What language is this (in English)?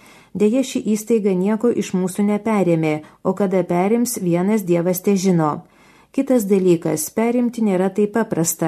Lithuanian